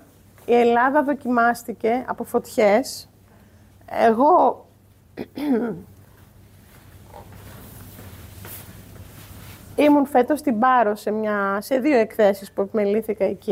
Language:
Greek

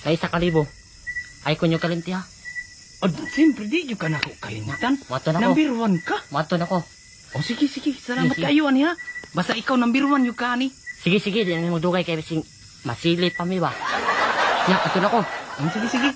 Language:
Cebuano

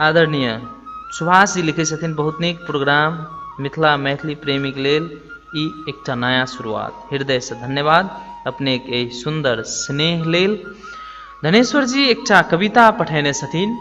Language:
Maithili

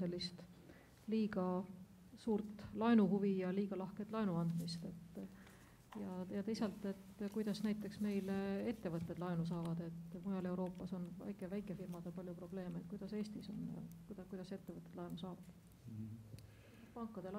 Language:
Estonian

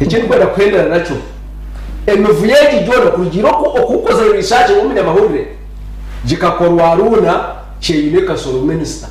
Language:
Nyankole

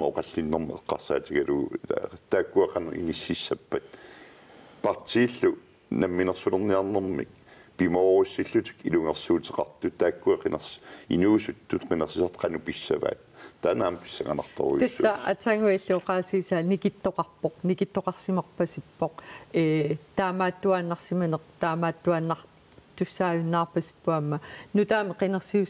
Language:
Kalaallisut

